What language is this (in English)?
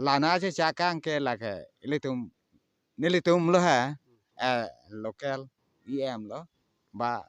Karbi